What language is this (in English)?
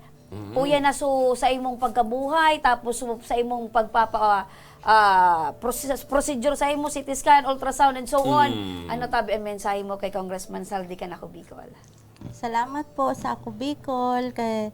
Bikol